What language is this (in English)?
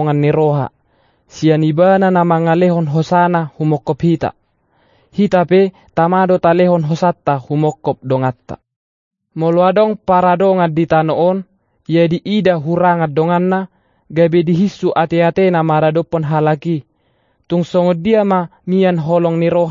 Batak Toba